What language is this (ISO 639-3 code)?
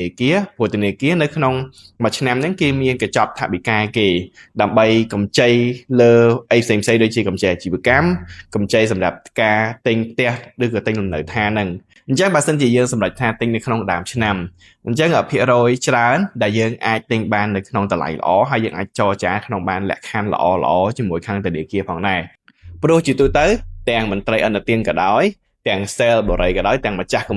khm